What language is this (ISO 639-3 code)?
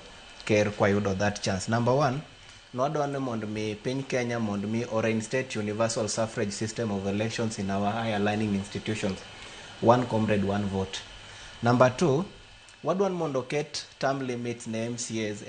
luo